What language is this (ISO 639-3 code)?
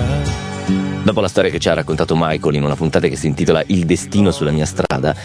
ita